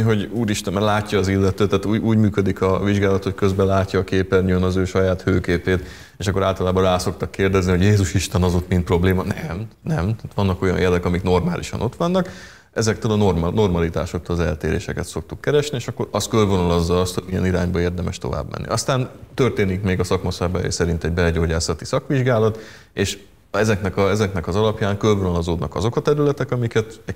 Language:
Hungarian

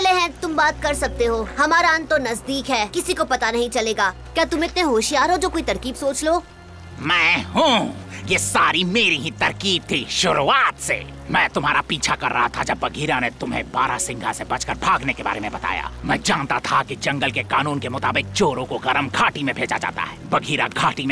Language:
Hindi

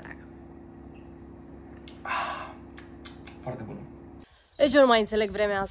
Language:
Romanian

